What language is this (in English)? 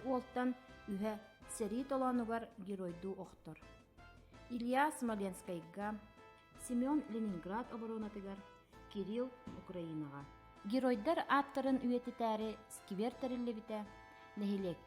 Yakut